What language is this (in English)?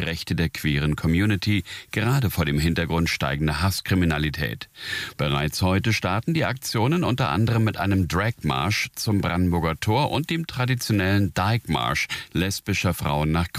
German